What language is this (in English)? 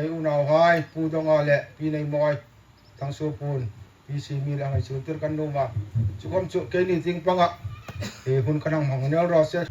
Hmar